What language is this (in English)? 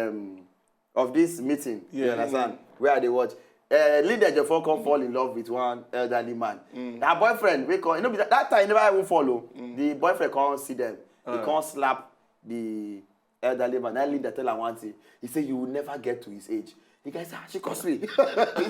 Nigerian Pidgin